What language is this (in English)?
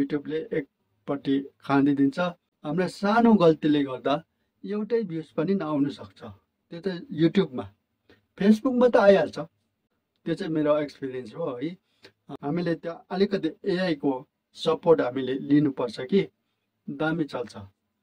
Nepali